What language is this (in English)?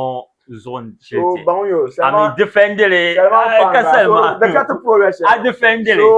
Dagbani